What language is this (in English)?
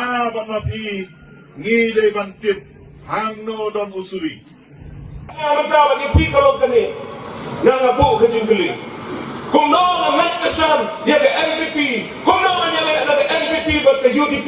Khasi